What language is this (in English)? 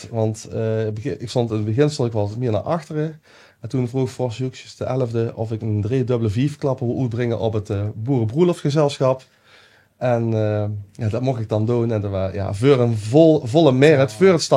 Limburgish